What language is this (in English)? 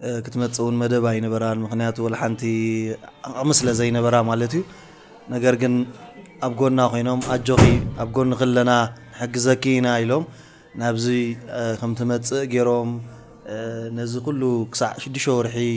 Tigrinya